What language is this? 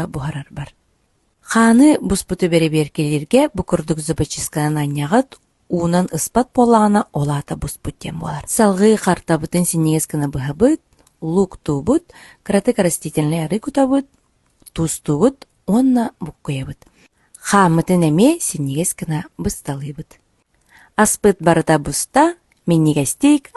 Yakut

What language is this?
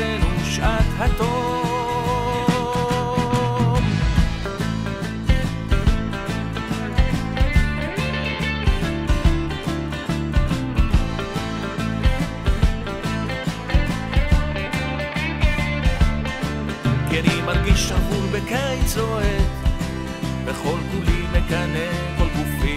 Hebrew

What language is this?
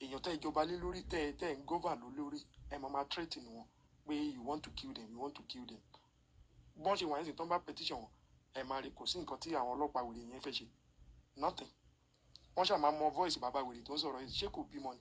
Yoruba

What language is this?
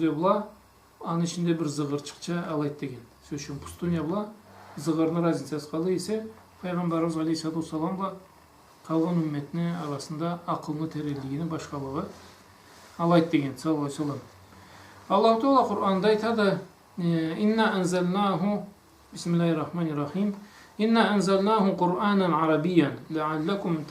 Karachay-Balkar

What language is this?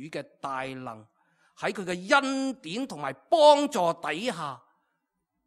Cantonese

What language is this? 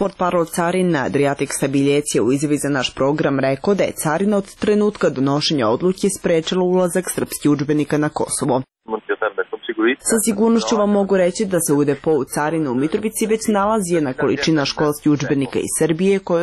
Serbian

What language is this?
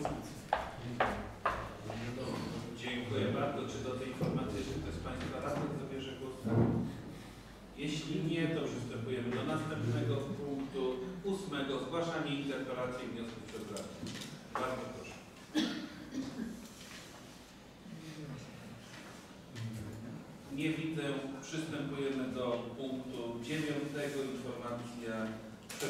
Polish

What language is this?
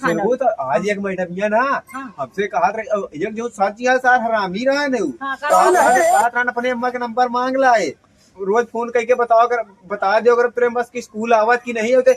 Awadhi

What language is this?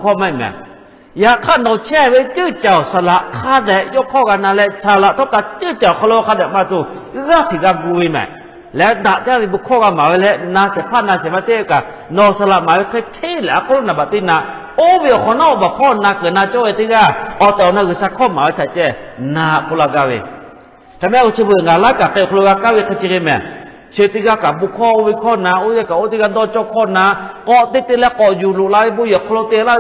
Lahu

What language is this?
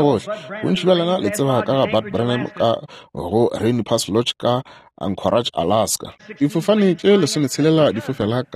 Northern Sotho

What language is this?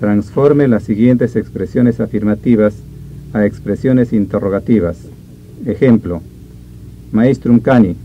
Ayacucho Quechua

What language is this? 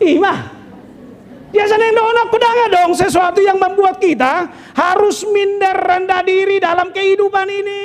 Batak Toba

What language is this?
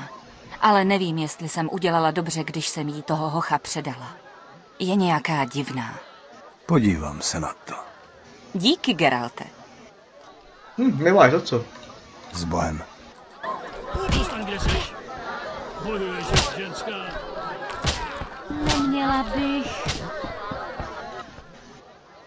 Czech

